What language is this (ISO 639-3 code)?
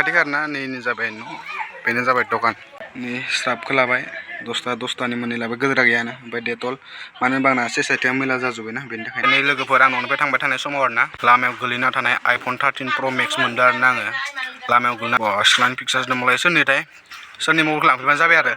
brx